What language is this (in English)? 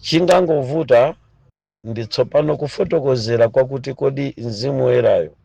Nyanja